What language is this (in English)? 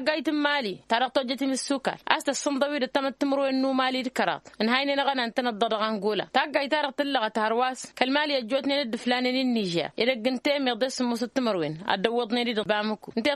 Tamasheq